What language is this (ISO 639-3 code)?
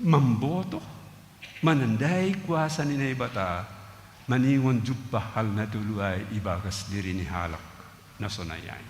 bts